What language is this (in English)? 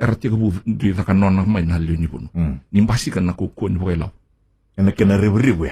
Fijian